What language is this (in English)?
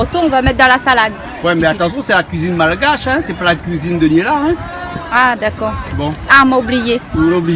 Réunion Creole French